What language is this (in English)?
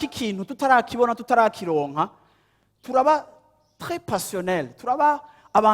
Rundi